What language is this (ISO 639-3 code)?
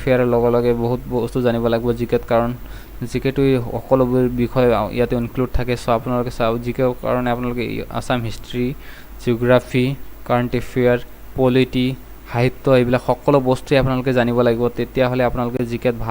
asm